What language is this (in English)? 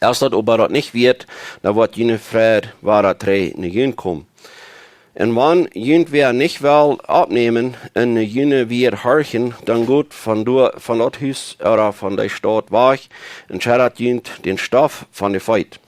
Plautdietsch